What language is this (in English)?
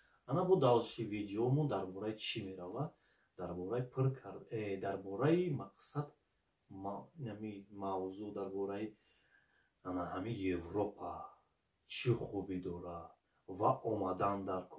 Tajik